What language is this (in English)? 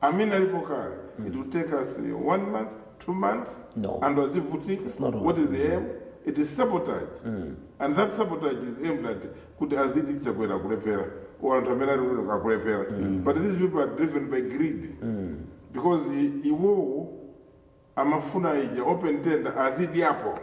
Nyanja